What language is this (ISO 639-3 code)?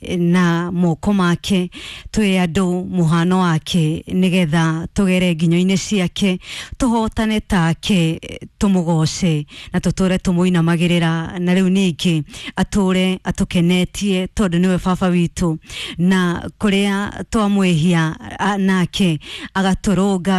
kik